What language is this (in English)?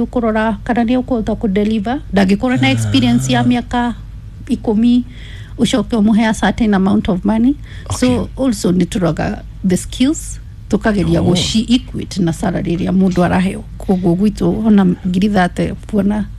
Kikuyu